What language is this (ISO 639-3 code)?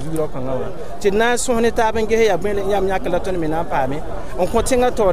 mos